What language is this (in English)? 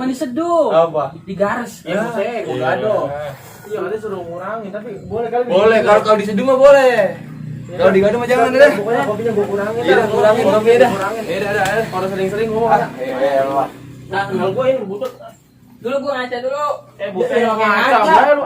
Betawi